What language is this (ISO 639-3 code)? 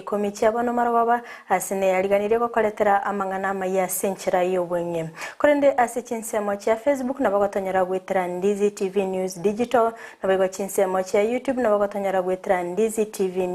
guz